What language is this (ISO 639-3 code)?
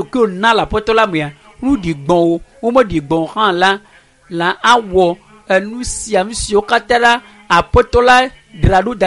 ewe